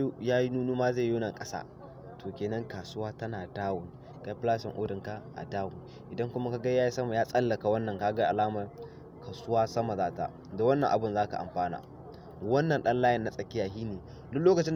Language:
Hausa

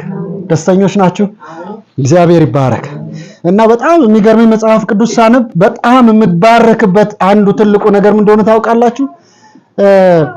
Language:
Amharic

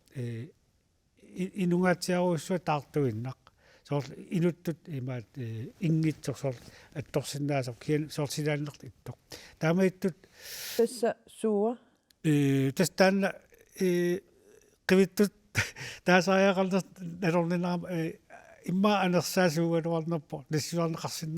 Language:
Kalaallisut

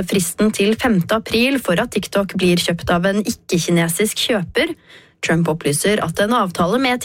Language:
Norwegian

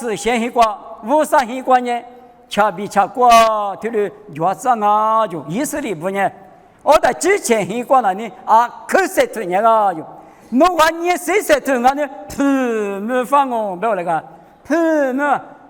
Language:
Lisu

